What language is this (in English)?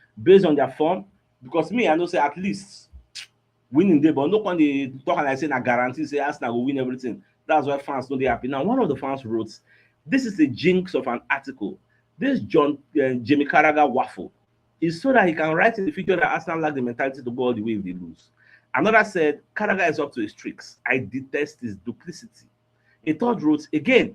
Nigerian Pidgin